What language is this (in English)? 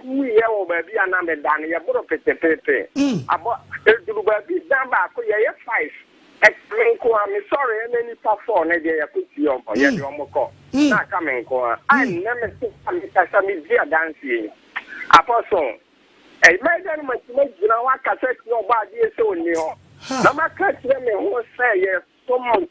Akan